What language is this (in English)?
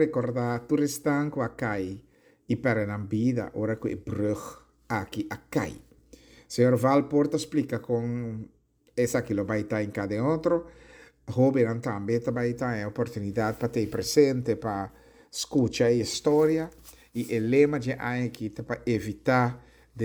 Papiamento